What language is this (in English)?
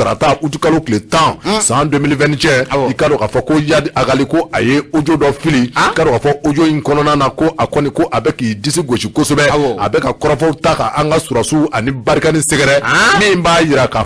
Bambara